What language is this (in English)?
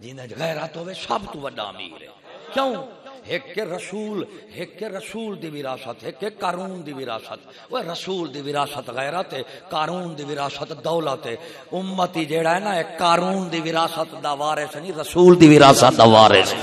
Saraiki